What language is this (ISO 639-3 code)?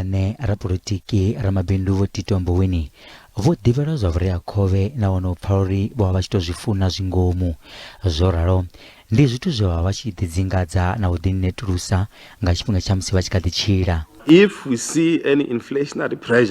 ven